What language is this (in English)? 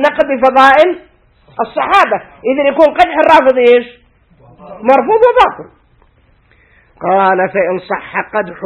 Arabic